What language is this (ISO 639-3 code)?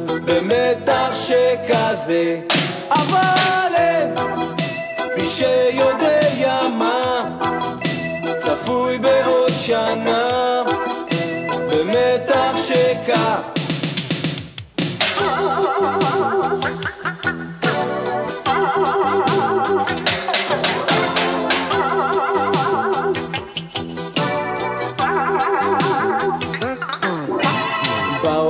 heb